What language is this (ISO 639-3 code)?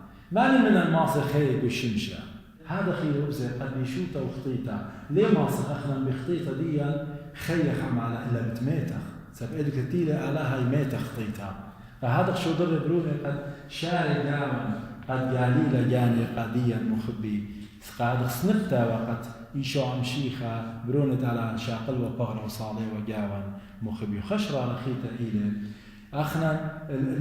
aii